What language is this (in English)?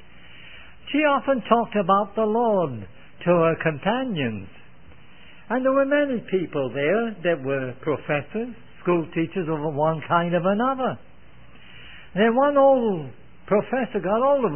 English